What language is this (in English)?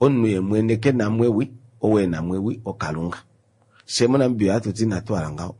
Kuanyama